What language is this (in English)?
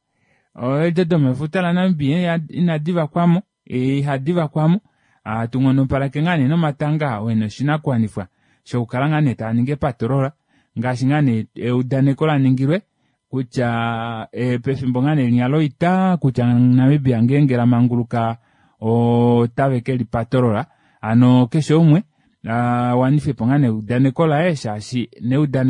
Kuanyama